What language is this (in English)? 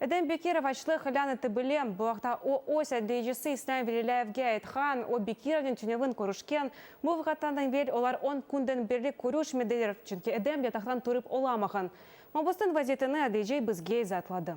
Crimean Tatar